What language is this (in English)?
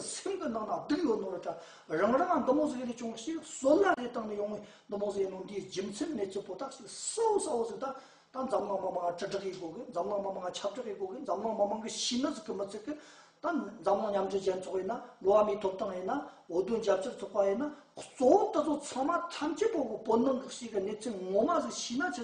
Tibetan